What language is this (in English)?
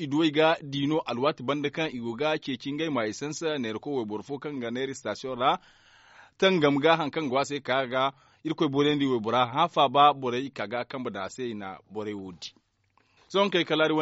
Zarma